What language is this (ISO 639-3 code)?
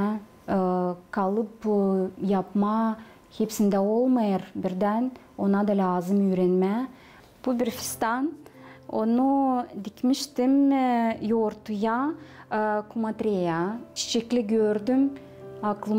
gag